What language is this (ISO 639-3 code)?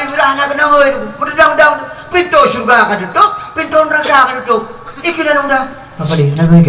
ace